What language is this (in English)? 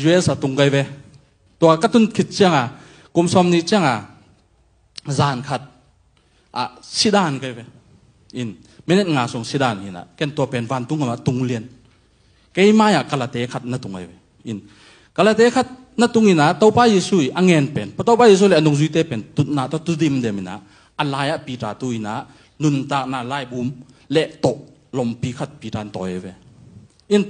Tedim Chin